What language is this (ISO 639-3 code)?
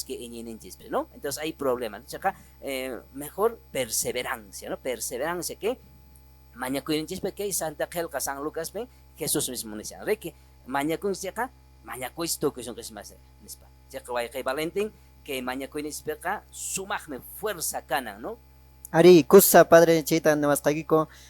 que